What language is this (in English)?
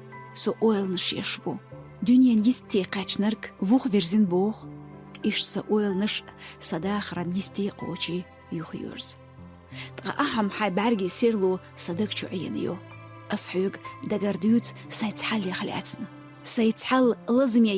Chechen